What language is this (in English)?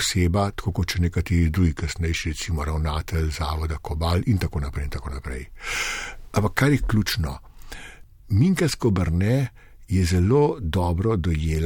Slovenian